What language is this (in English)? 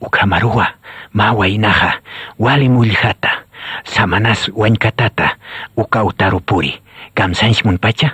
Aymara